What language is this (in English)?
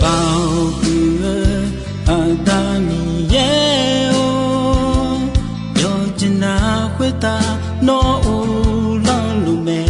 Akha